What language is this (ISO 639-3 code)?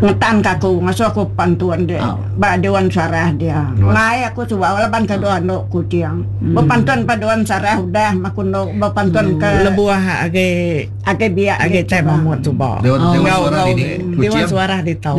iba